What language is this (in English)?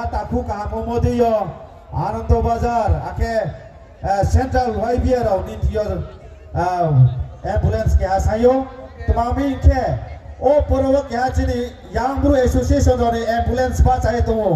Riang (India)